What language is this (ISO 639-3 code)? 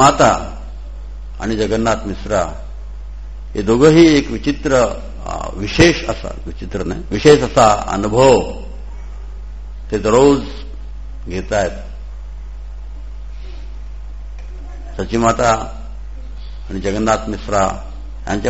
mar